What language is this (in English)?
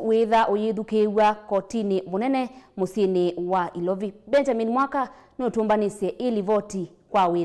Kamba